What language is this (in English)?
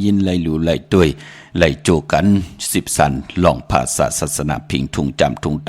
Shan